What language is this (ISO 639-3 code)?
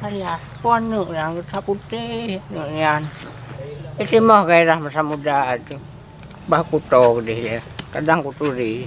ace